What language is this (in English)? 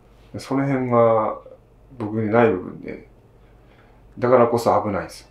Japanese